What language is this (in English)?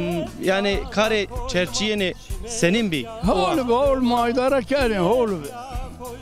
Zaza